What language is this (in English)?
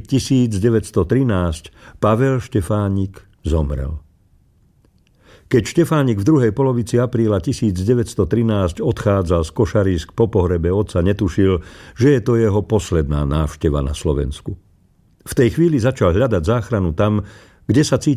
Slovak